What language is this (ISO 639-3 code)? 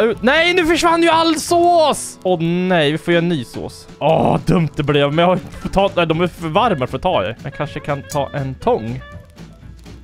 swe